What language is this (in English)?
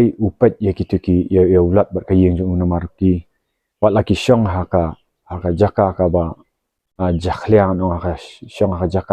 Khasi